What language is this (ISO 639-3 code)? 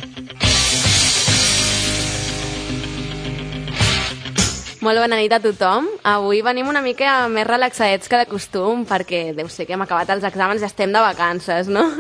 cat